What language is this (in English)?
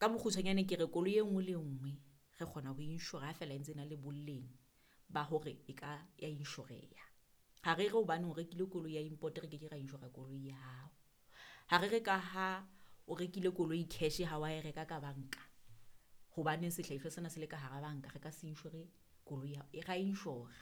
Southern Sotho